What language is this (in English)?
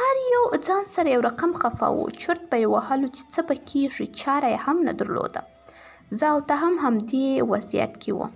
Pashto